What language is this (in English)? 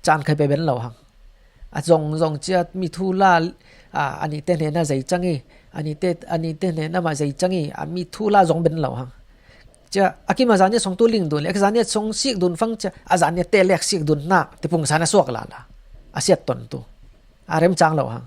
Falam Chin